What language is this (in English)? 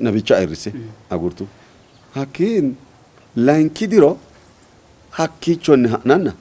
Sidamo